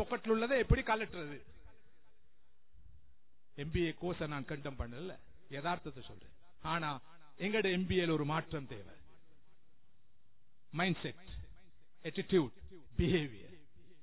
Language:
Tamil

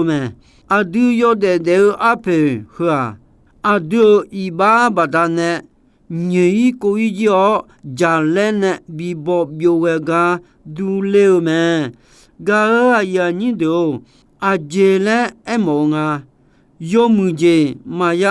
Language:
Akha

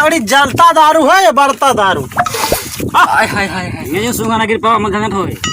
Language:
Awadhi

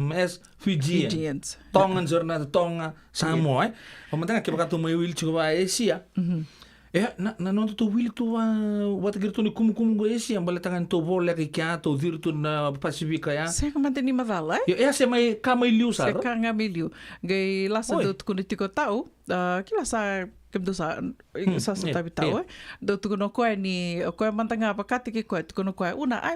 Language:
Fijian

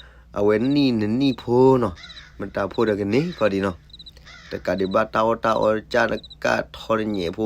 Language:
S'gaw Karen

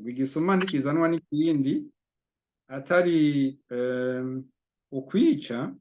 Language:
Rundi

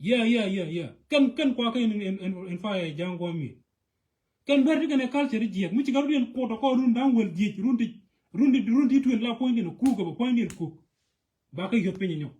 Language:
Nuer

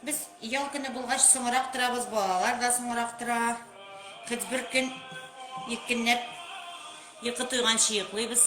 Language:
Tatar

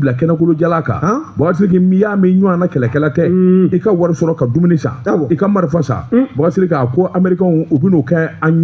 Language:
Bambara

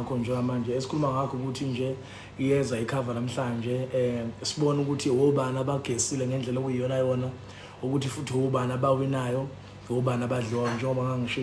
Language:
Zulu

